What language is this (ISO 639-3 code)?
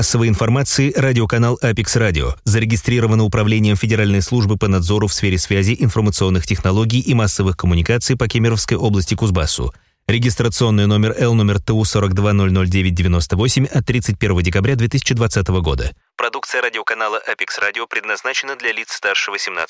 rus